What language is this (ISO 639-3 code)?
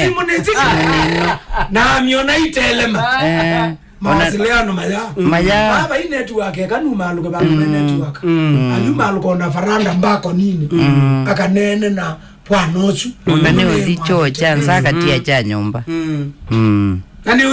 kam